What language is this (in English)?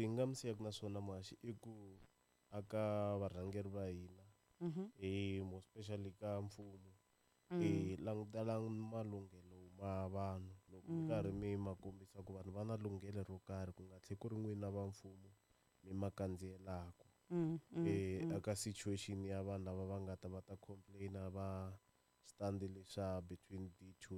Tsonga